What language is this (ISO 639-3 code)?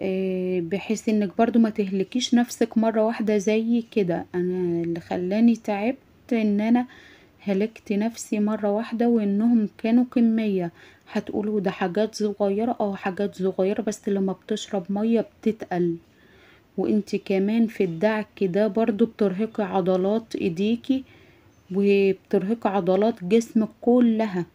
arz